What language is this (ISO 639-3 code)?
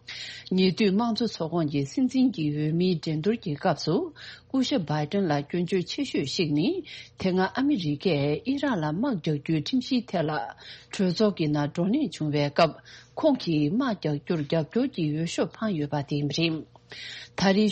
bod